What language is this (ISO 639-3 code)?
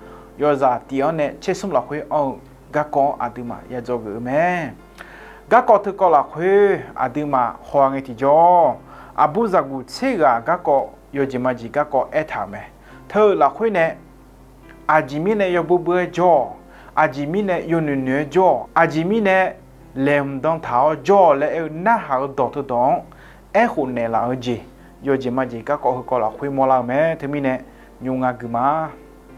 ahk